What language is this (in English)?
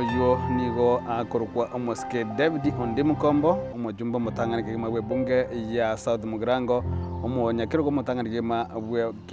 Gusii